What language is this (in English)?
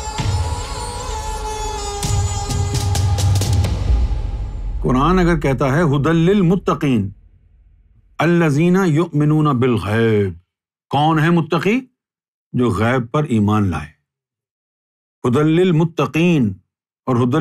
Urdu